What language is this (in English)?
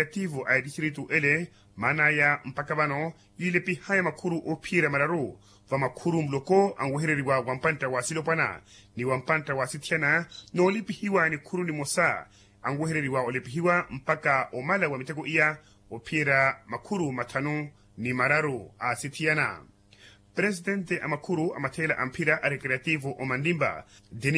Makhuwa